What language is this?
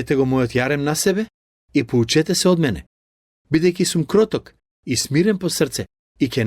Macedonian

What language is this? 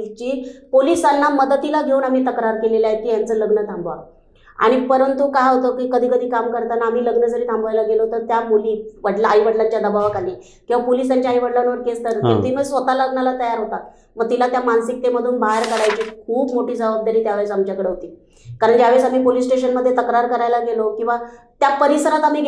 Marathi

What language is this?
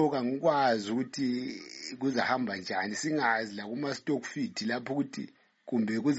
North Ndebele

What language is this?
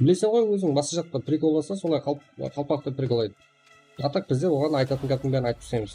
Kara-Kalpak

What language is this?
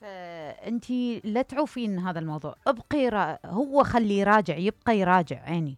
Mesopotamian Arabic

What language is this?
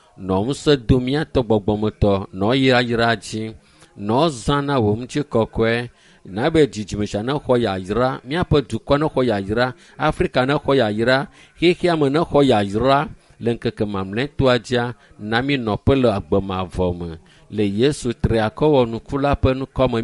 Ewe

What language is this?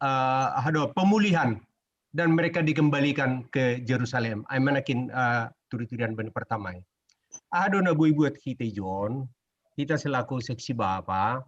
Batak Simalungun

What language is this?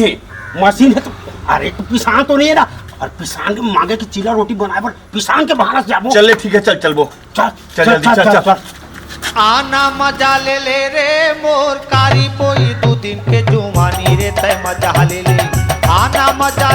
Chhattisgarhi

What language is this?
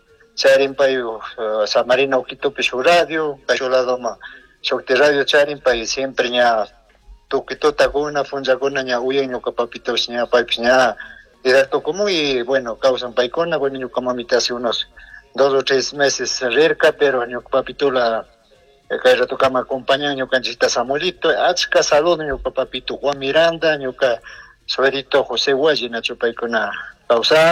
Chimborazo Highland Quichua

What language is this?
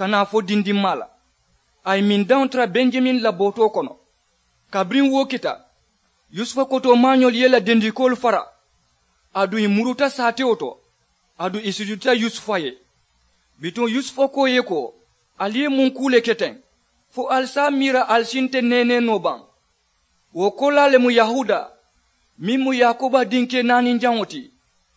Mandingo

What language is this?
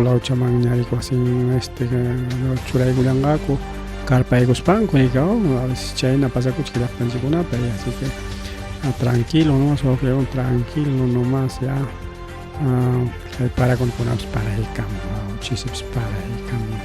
Ayacucho Quechua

